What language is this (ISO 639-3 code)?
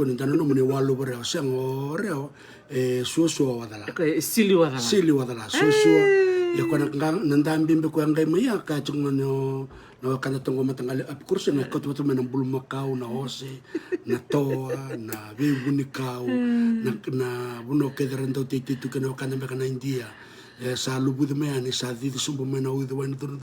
fij